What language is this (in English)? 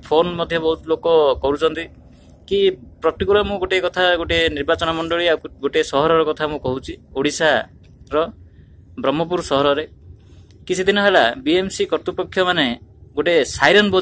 Odia